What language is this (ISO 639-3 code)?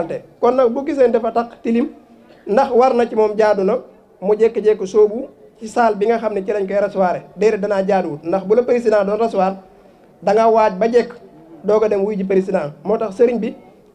wol